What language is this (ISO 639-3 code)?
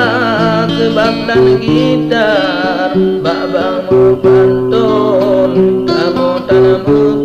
ace